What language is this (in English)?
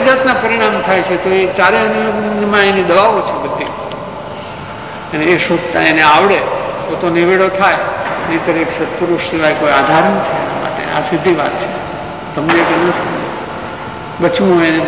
Gujarati